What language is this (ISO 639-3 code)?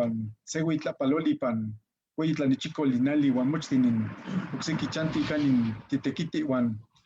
nhe